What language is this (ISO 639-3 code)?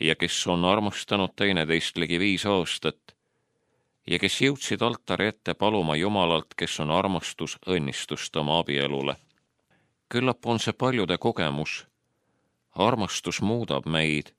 est